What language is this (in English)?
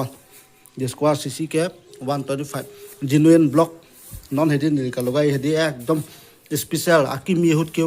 Karbi